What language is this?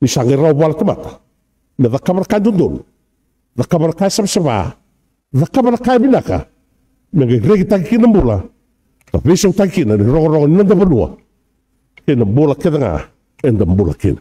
Fijian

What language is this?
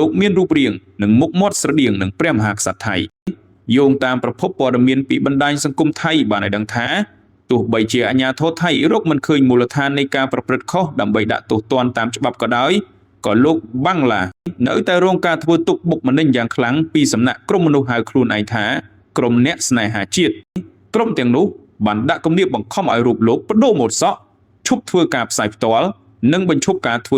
Khmer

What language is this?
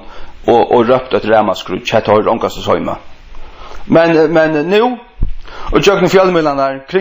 Faroese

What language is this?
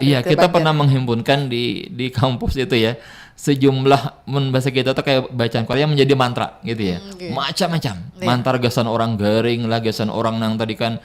Banjar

